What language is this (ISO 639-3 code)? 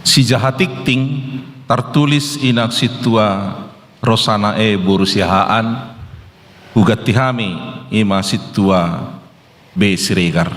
bbc